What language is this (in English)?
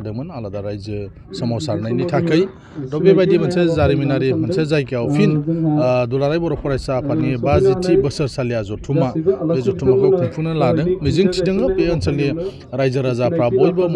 Bodo